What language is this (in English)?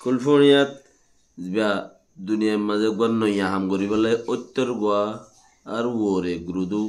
Rohingya